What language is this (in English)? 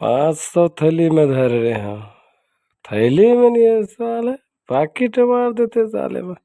Chhattisgarhi